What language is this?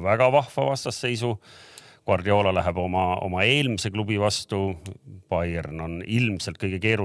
Estonian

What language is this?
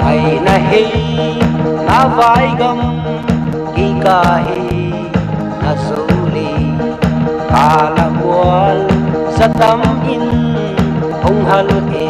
Paite Chin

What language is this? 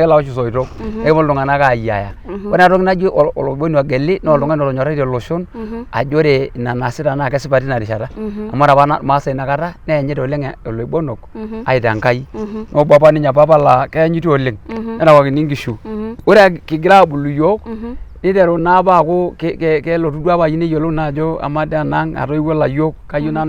Masai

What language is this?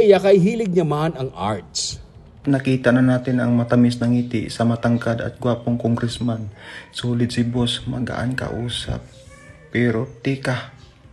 Hiligaynon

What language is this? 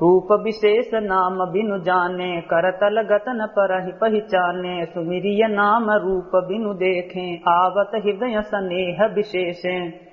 Awadhi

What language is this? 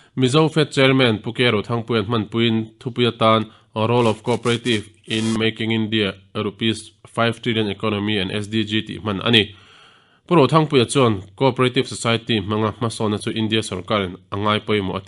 Mizo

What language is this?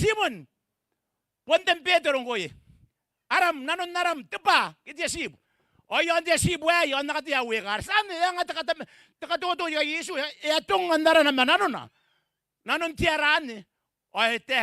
Gilbertese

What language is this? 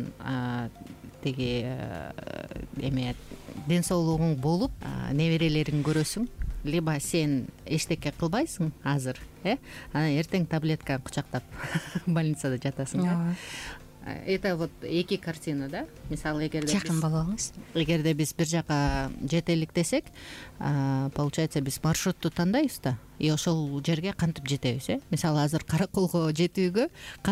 Kyrgyz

